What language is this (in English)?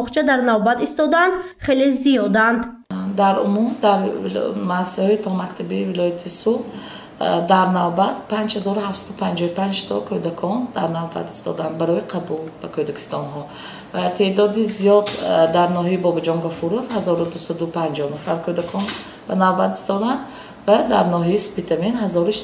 Tajik